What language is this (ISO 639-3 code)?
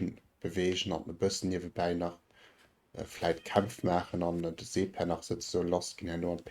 ltz